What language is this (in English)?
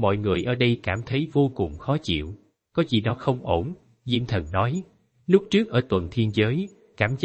Vietnamese